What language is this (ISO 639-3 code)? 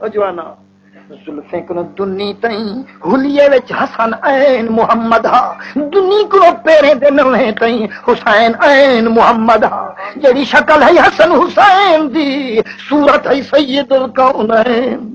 skr